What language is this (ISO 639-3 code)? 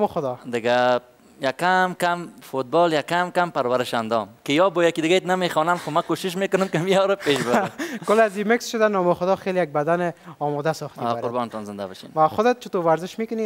fas